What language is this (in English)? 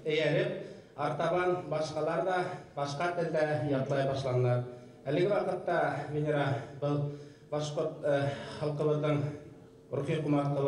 Bashkir